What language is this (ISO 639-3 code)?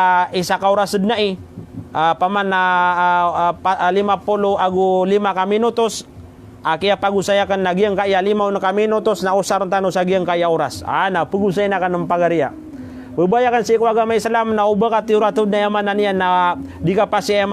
mrw